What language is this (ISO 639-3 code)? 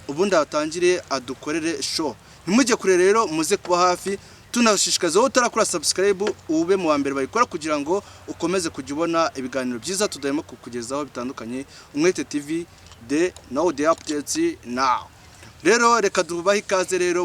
kin